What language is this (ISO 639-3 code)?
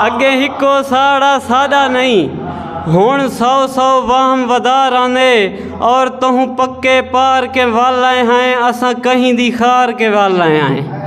skr